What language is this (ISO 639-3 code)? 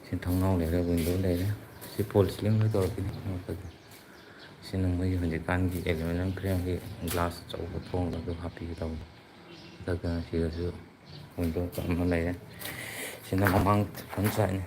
mni